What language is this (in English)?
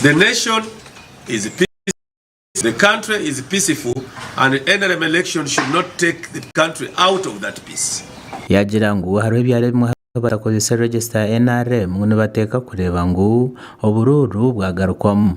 Nyankole